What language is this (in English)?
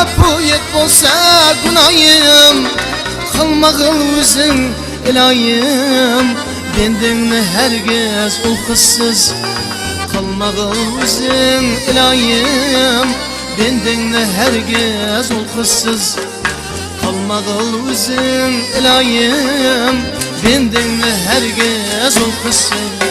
Kara-Kalpak